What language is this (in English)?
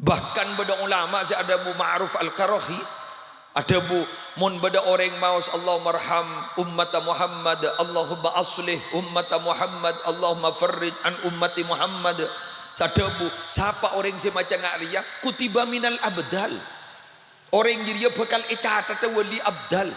Madurese